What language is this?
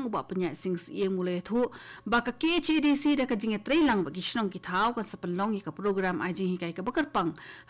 Khasi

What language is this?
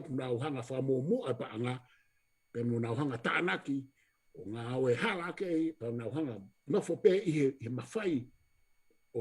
Tongan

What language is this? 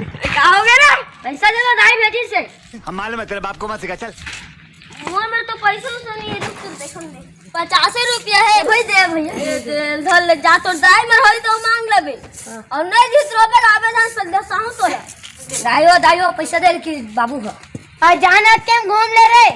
Chhattisgarhi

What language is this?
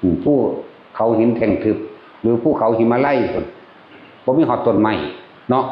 Northeastern Thai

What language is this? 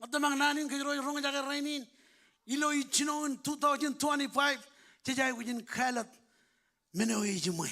Marshallese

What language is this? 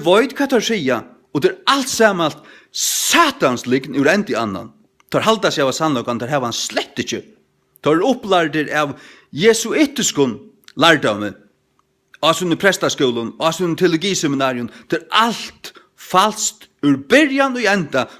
Faroese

